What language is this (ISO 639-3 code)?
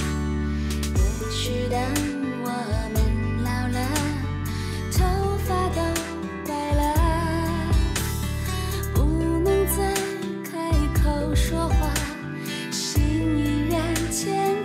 zho